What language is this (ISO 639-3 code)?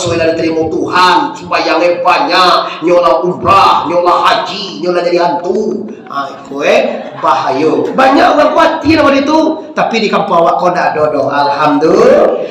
min